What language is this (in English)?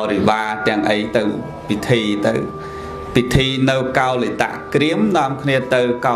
Khmer